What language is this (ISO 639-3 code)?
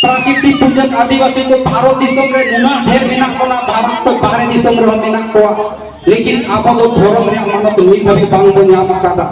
sat